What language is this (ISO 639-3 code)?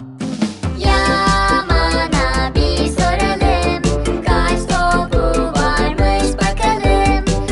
tur